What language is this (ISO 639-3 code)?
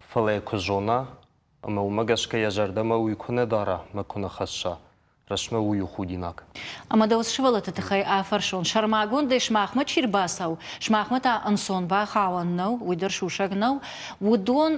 oss